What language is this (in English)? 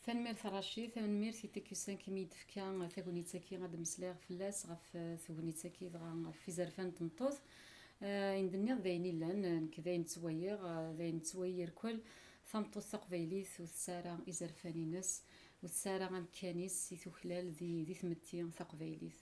Kabyle